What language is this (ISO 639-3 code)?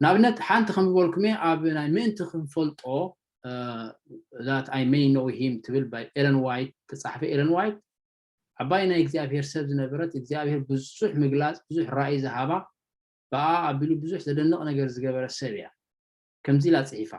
tir